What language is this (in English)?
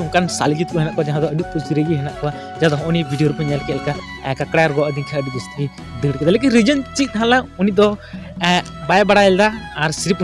Santali